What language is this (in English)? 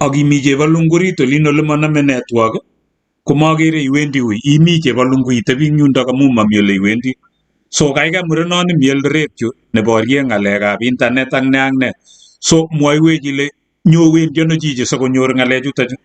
Kalenjin